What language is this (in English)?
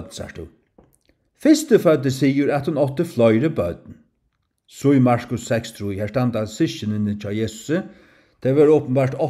Faroese